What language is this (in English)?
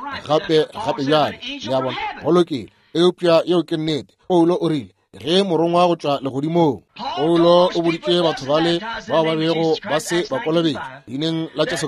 Northern Sotho